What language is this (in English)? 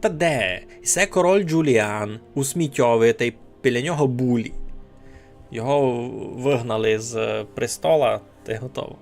Rusyn